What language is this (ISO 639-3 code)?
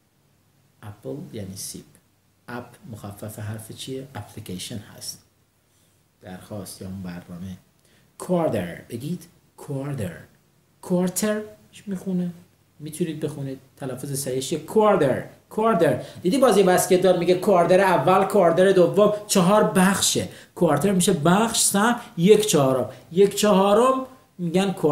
fas